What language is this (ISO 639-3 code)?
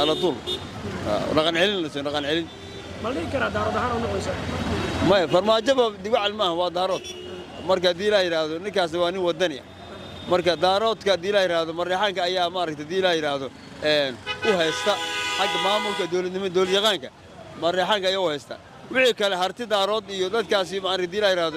som